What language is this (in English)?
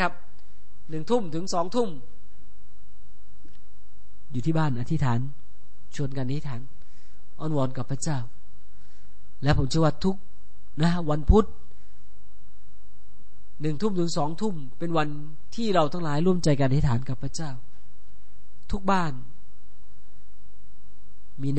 Thai